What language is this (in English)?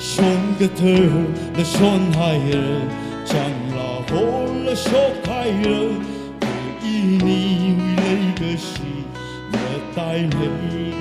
Tangkhul Naga (India)